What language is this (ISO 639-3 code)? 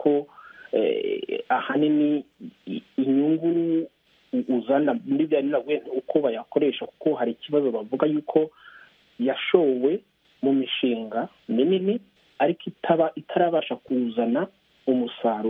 kin